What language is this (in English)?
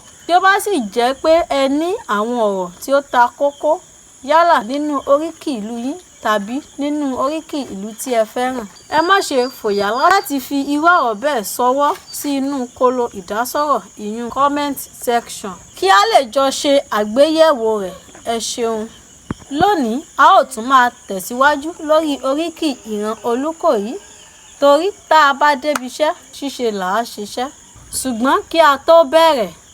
Yoruba